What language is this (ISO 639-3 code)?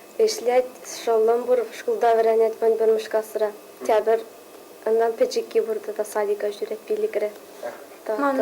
chv